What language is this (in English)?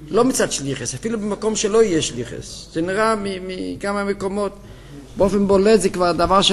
Hebrew